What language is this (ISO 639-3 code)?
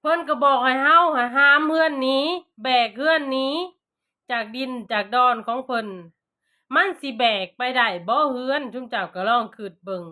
lao